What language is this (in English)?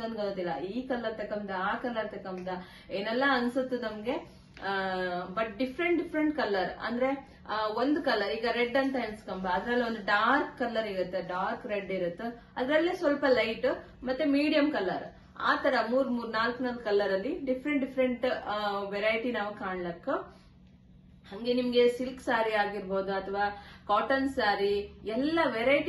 Kannada